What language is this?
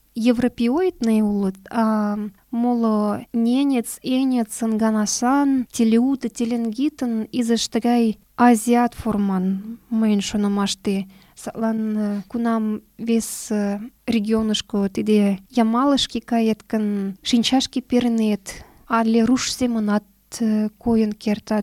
Mari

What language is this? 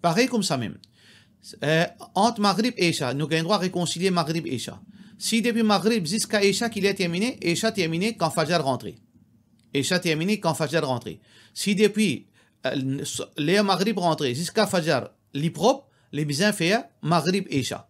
Morisyen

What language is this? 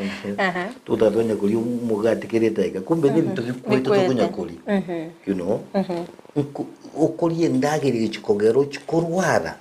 Gusii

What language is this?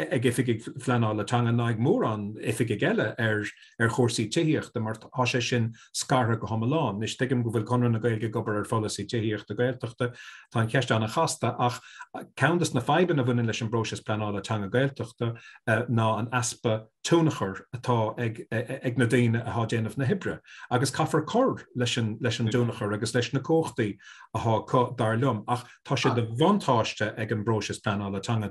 Irish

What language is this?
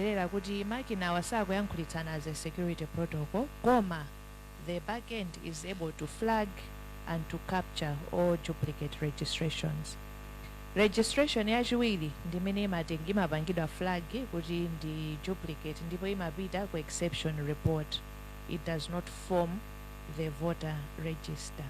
Nyanja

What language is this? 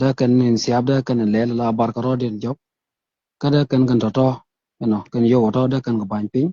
Nuer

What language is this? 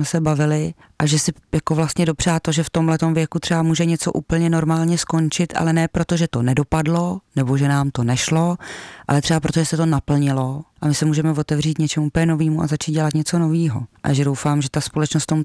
Czech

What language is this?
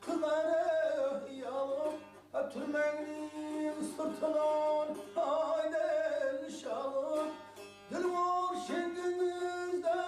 Kara-Kalpak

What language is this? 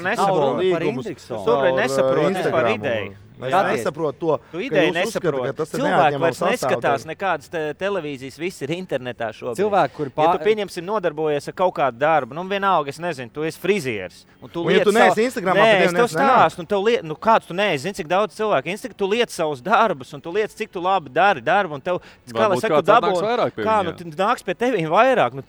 Latvian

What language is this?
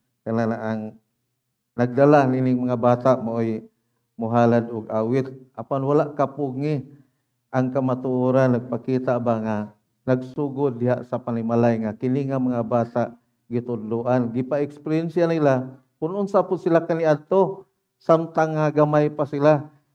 Cebuano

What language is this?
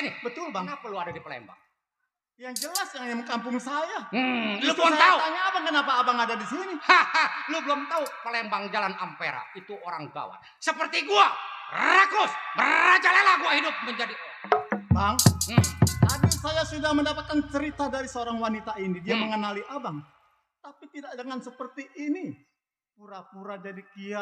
Betawi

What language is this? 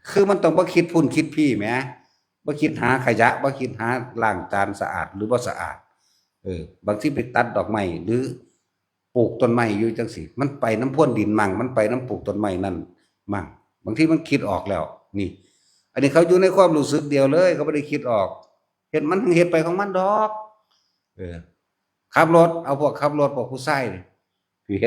Northeastern Thai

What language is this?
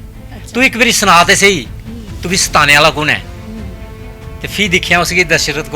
Dogri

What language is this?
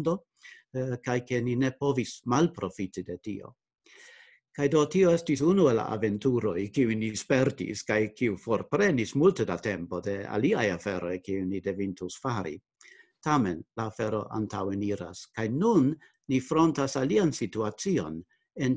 Esperanto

